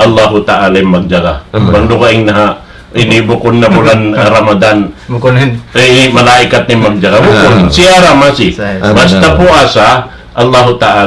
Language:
Tausug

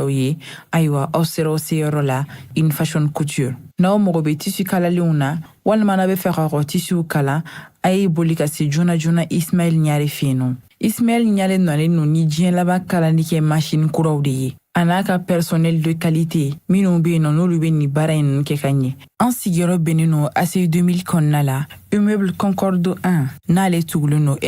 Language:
Bambara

